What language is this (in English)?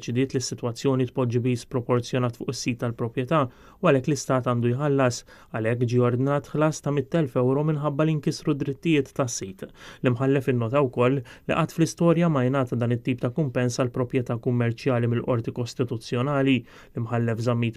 Maltese